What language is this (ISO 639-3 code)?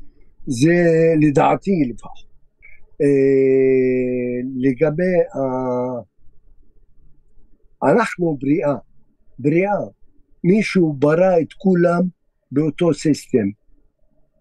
heb